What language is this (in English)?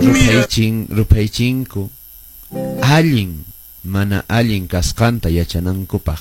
Quechua